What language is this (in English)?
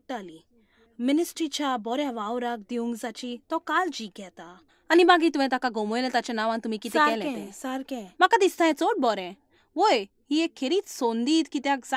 Konkani